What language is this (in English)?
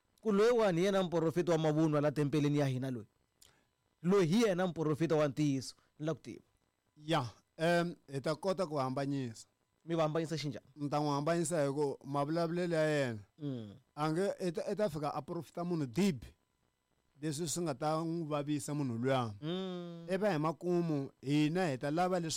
Tsonga